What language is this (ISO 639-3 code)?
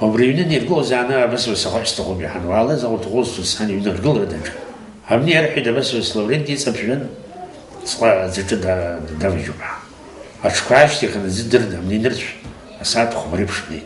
abk